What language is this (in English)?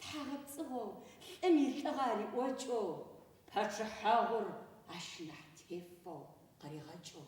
Adyghe